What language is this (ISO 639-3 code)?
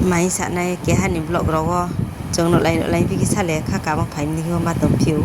ria